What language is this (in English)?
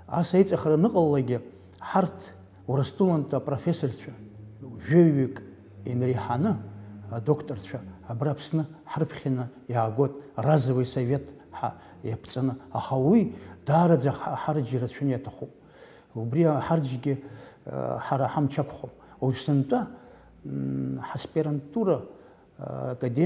Abkhazian